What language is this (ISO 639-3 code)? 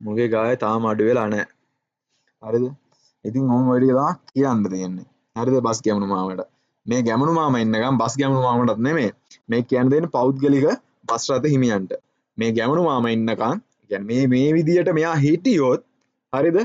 sin